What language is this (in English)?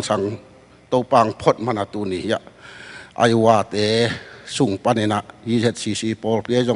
Tedim Chin